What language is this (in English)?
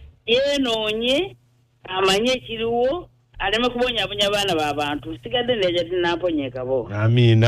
Ganda